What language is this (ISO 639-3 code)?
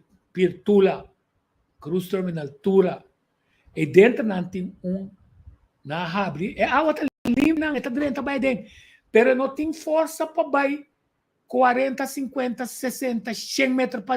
pap